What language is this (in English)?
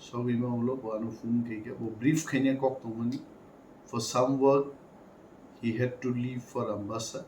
Kok Borok